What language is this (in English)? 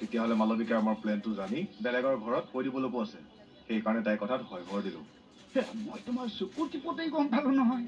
Assamese